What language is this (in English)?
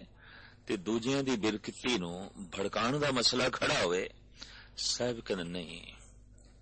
Punjabi